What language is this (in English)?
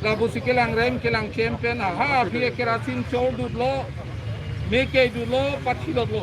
Karbi